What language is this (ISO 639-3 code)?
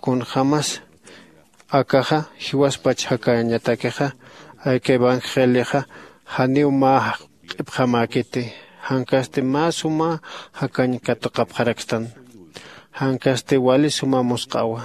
aym